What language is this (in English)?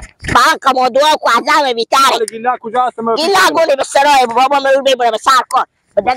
Persian